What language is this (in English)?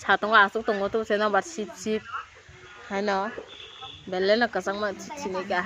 Kok Borok